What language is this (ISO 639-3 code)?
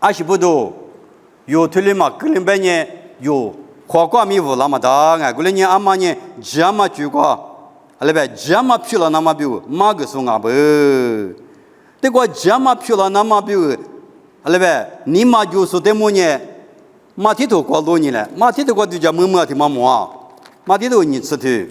lis